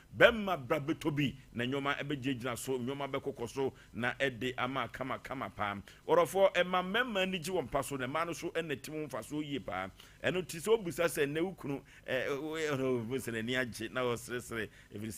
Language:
Akan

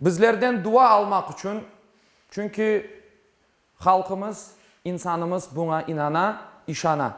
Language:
Crimean Tatar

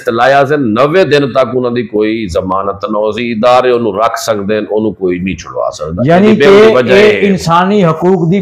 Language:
Punjabi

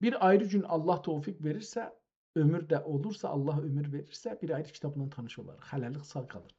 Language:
South Azerbaijani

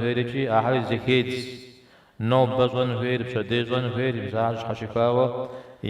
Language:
Kabardian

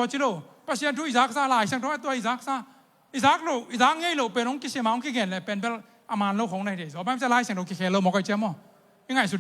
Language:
Tedim Chin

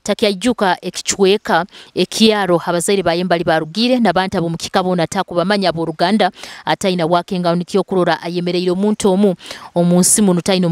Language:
Nyoro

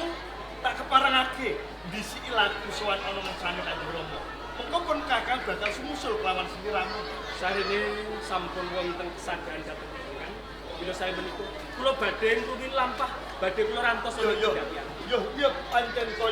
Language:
Javanese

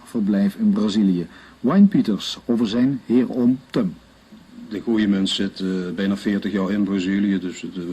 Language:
Limburgish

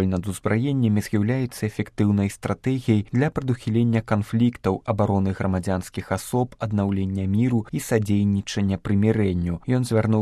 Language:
Belarusian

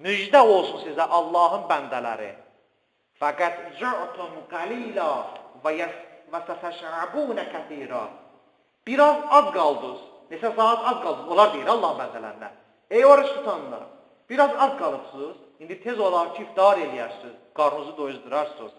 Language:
Azerbaijani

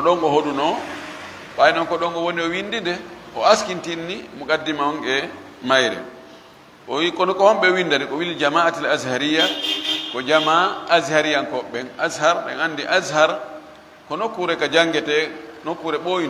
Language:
Fula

